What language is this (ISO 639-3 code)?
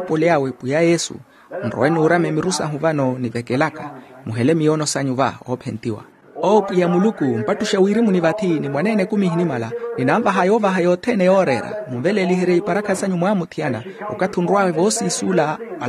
vmw